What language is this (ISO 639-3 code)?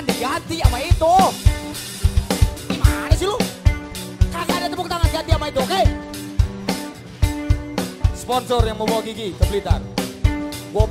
ind